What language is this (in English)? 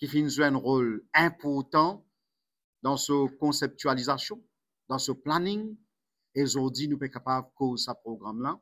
Morisyen